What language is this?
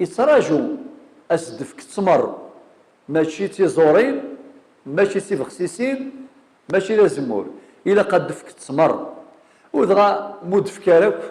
Kabyle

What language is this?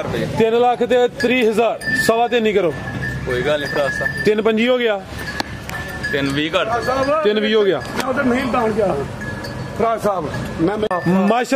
Punjabi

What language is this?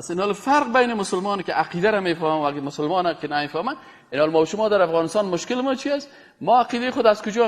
Persian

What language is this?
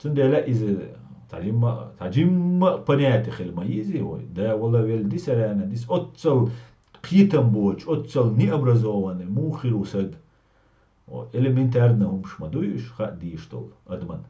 Chechen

